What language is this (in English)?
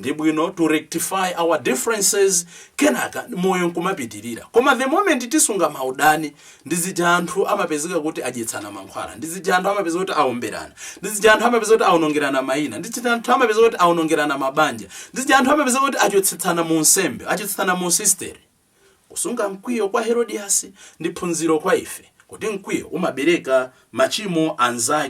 Nyanja